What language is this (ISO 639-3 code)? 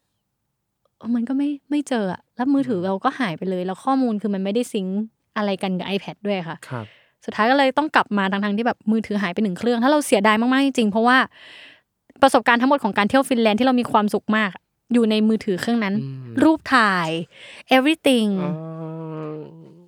tha